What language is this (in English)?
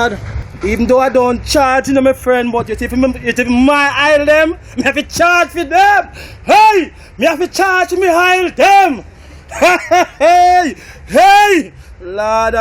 Jamaican Creole English